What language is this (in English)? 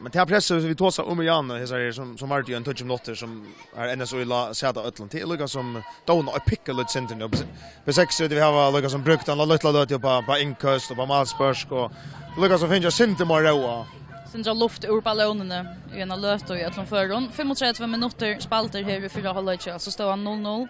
Faroese